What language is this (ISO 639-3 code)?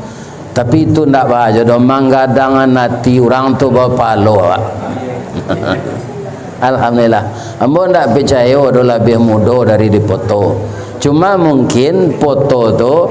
min